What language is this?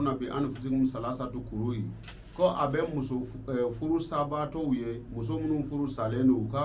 Bambara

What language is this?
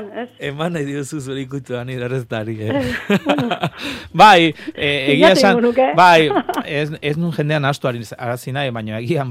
Basque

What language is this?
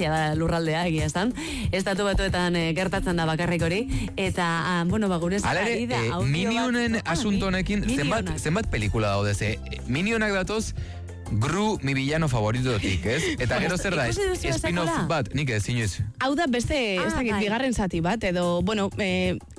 Basque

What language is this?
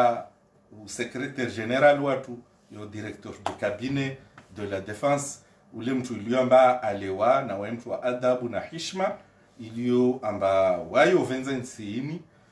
Swahili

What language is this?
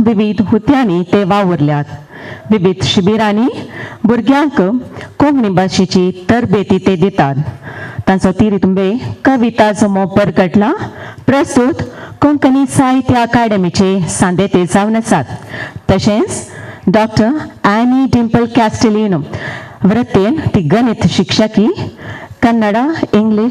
Konkani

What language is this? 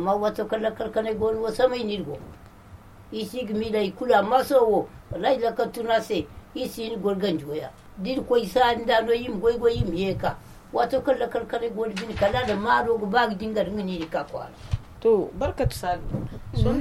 Zarma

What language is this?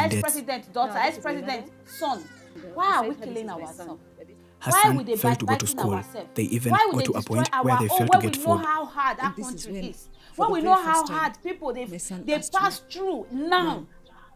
Nigerian Pidgin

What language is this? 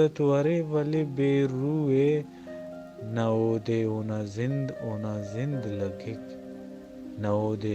Brahui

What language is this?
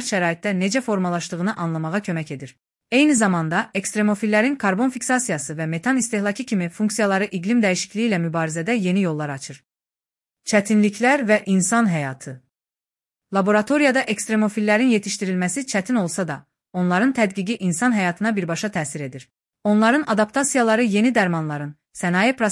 Azerbaijani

